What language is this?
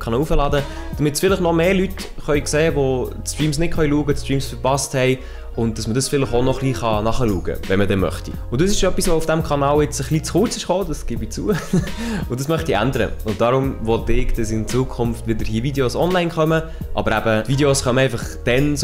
Swiss German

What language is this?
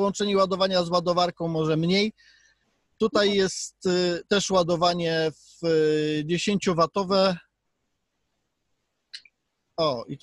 Polish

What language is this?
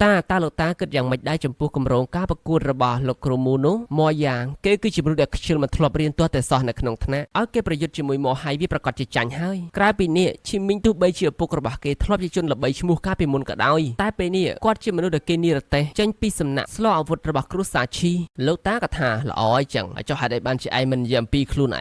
Khmer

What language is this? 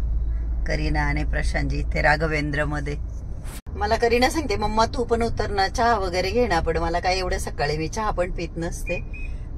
Marathi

